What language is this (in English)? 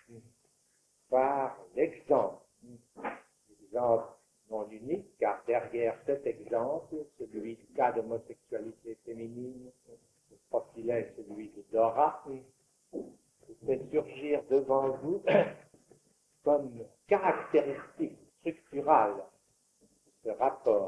French